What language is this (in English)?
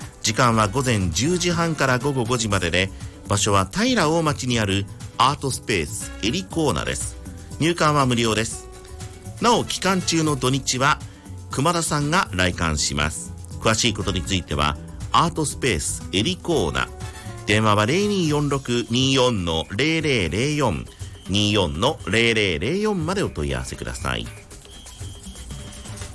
Japanese